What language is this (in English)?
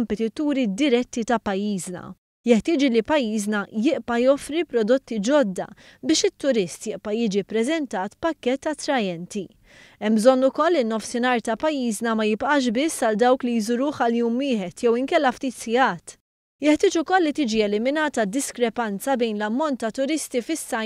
Maltese